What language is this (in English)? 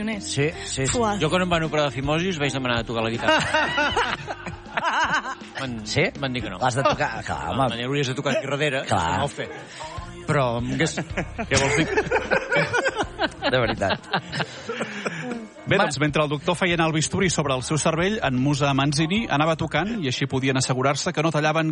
Catalan